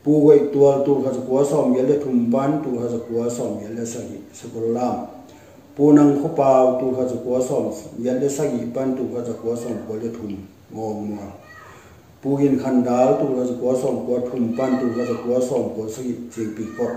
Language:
Tedim Chin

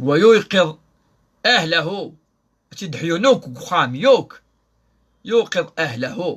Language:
Kabyle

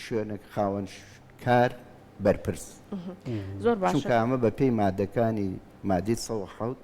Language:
Central Kurdish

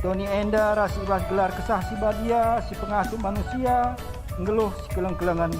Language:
Batak Karo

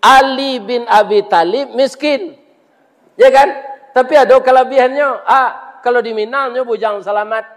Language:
Minangkabau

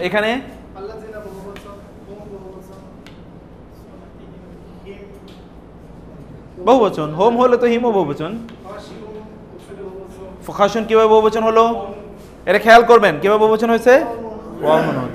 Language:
Bangla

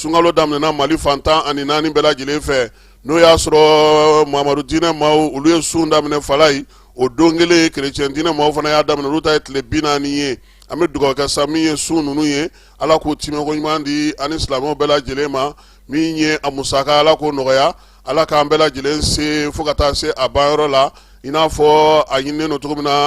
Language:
Bambara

